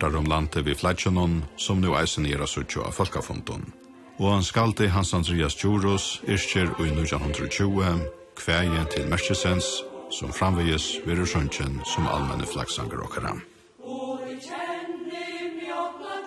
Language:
Faroese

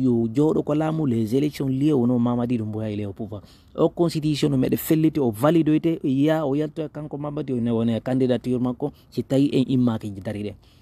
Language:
Fula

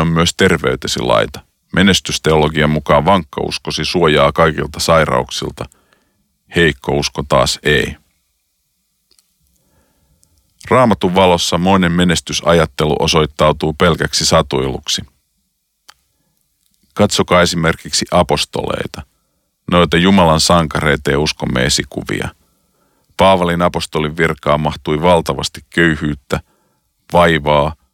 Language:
Finnish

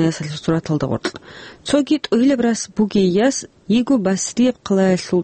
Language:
Avaric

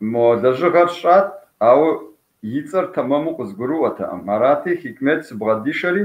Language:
Kabardian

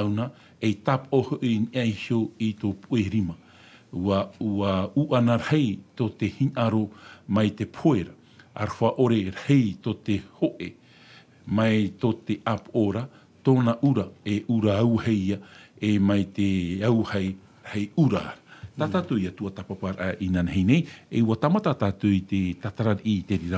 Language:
Tahitian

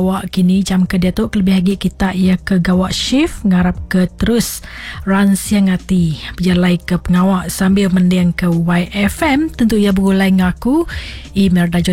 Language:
Iban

